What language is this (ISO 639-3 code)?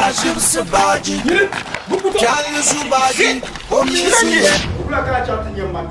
dag